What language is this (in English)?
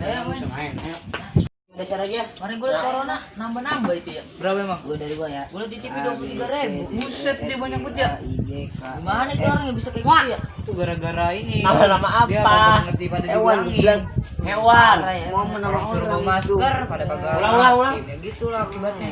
Betawi